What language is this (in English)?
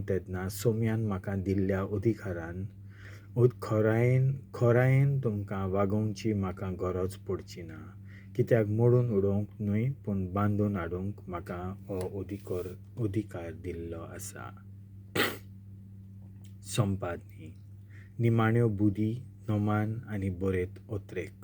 Konkani